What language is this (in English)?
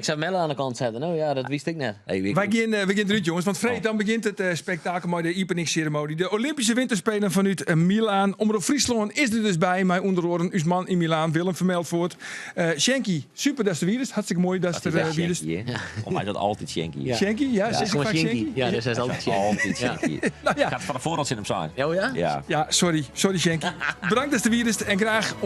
Western Frisian